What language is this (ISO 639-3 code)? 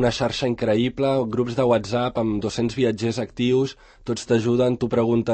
cat